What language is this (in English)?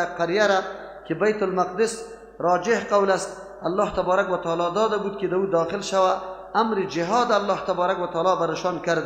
Persian